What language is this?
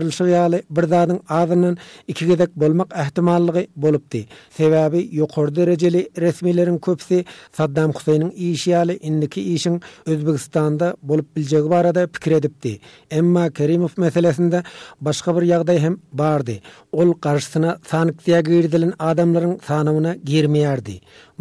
Turkmen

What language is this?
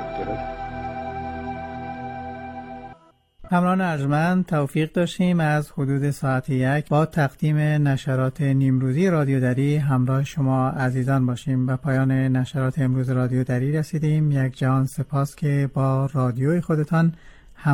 Persian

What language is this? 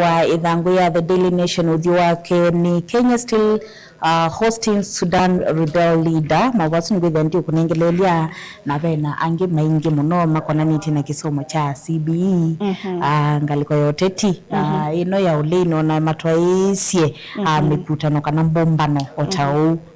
Kamba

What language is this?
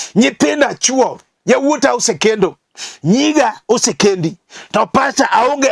Luo (Kenya and Tanzania)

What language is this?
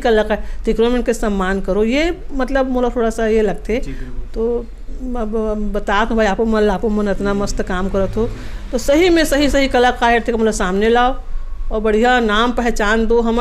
Chhattisgarhi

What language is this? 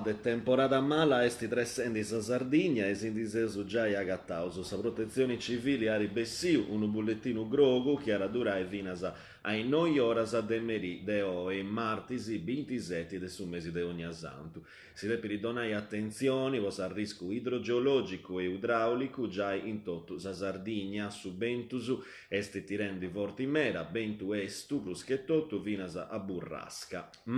Sardinian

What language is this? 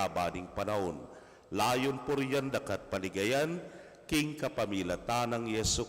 Pampanga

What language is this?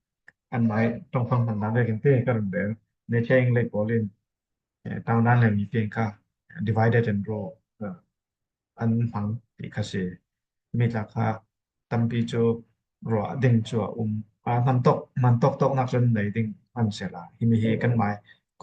Falam Chin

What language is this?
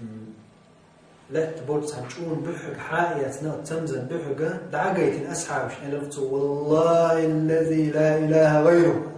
Chechen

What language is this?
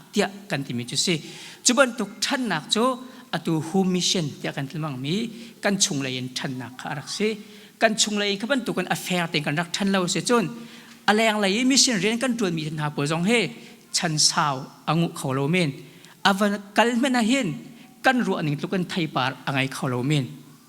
Hakha Chin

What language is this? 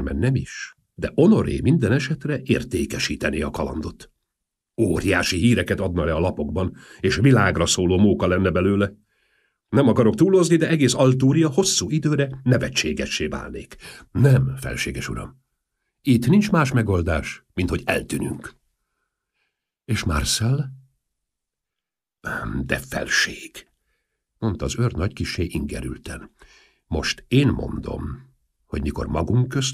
Hungarian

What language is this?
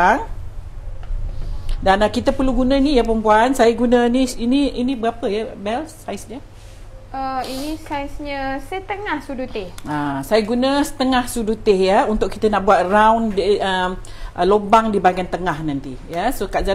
Malay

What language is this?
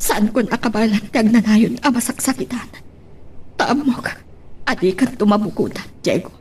Iloko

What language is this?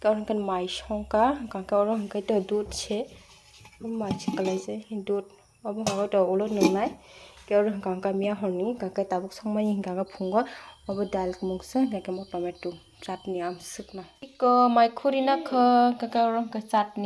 Kok Borok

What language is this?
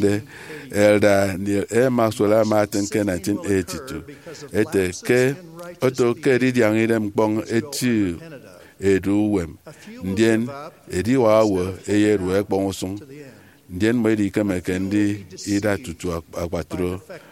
Efik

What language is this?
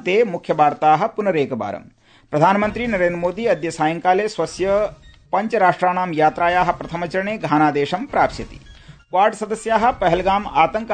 Sanskrit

